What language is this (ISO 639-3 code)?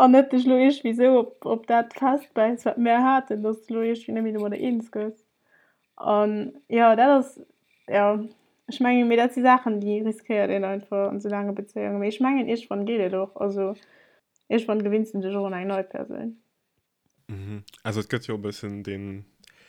ltz